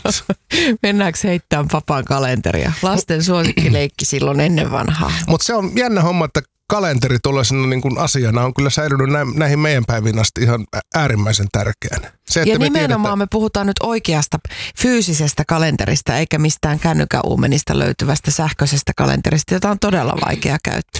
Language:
Finnish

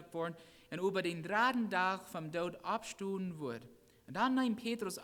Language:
Plautdietsch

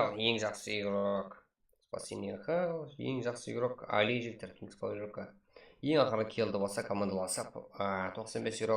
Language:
Kara-Kalpak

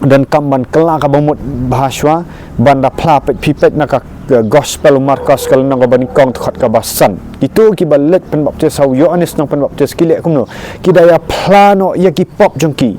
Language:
Khasi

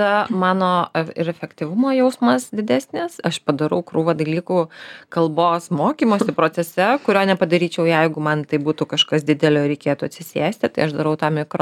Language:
Lithuanian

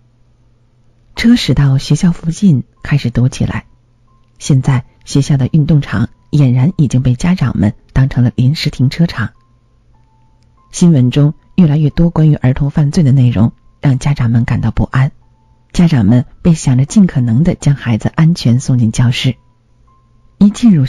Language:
Chinese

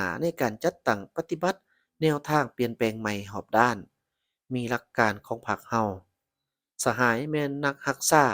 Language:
Lao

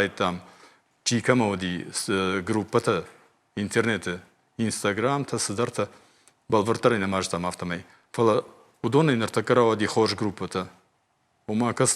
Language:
Ossetic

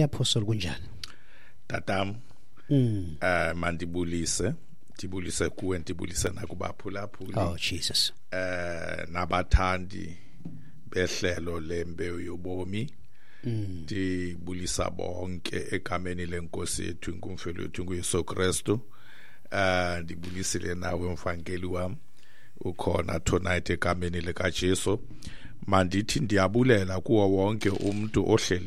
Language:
Xhosa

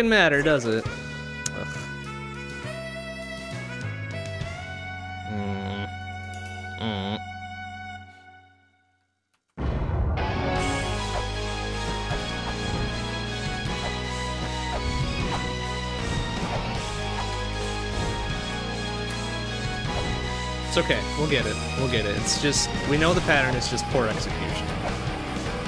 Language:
English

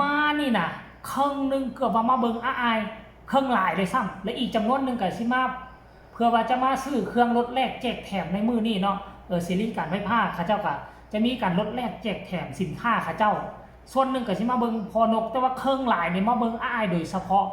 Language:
Northeastern Thai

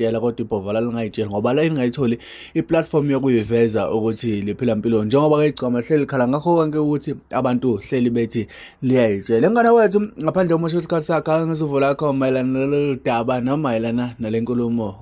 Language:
Zulu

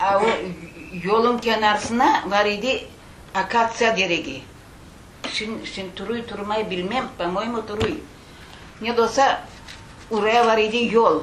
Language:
Crimean Tatar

